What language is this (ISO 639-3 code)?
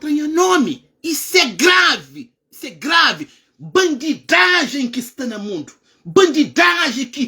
kea